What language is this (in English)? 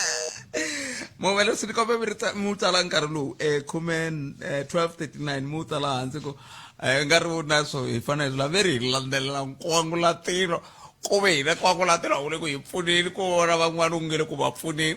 Tsonga